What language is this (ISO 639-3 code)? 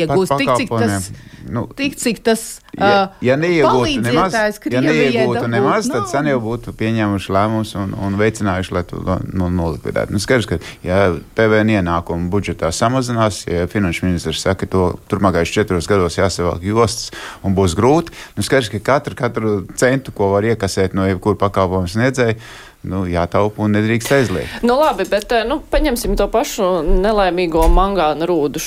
lav